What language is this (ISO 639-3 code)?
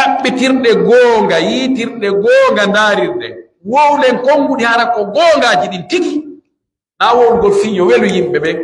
fuf